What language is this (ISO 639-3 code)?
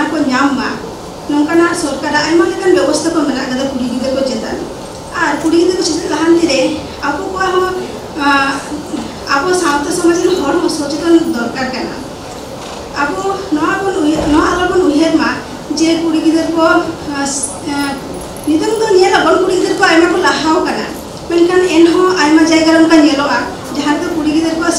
sat